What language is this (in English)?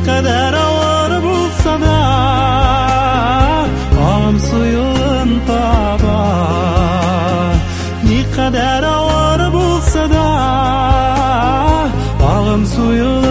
Tatar